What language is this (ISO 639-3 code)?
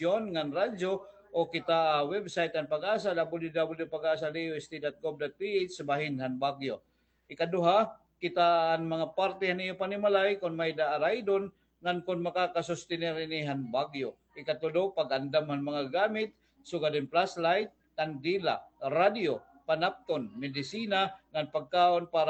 war